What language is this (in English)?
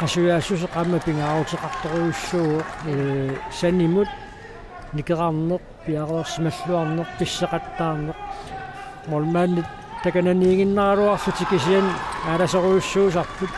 Kalaallisut